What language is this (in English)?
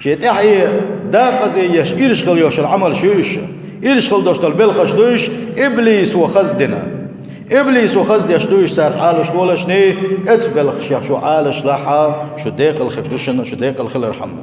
Chechen